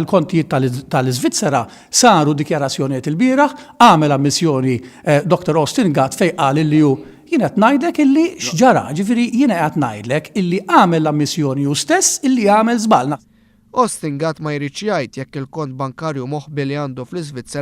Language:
Maltese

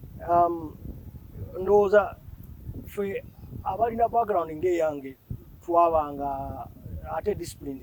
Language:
Ganda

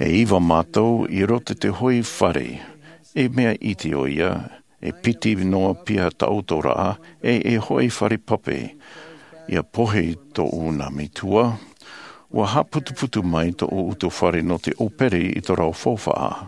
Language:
Tahitian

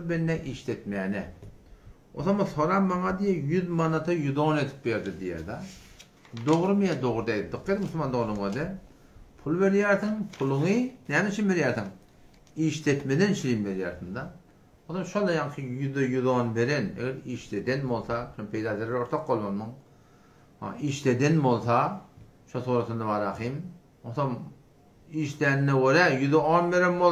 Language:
Turkmen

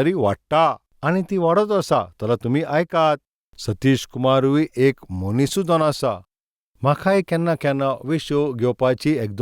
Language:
Konkani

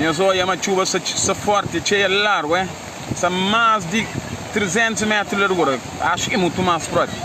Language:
Kabuverdianu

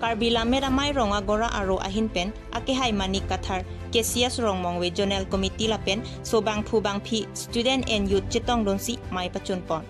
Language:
Karbi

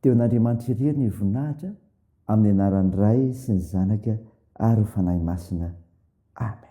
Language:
Malagasy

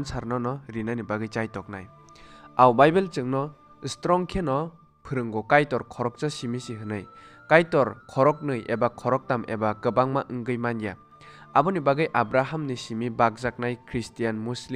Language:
Kok Borok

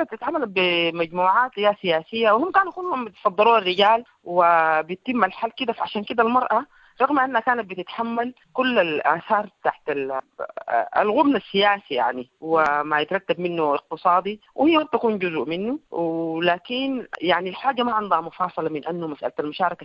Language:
Sudanese Arabic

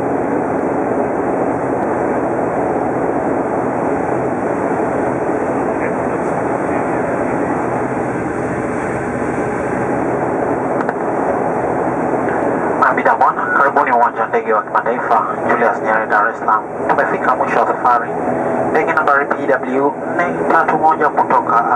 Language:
Swahili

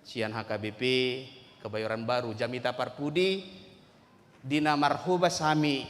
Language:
Batak Toba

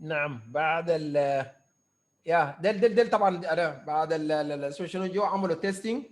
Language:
Sudanese Arabic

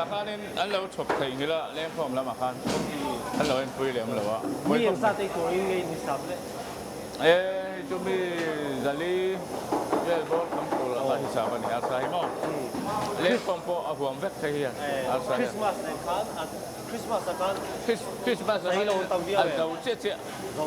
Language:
Mizo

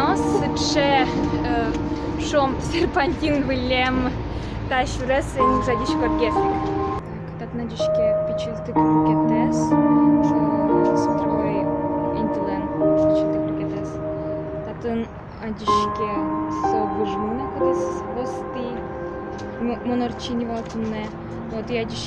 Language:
Udmurt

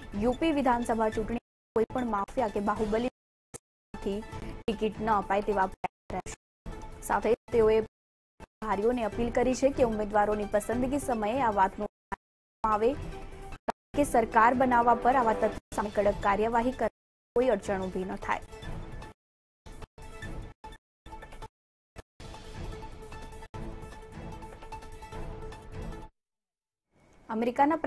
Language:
Gujarati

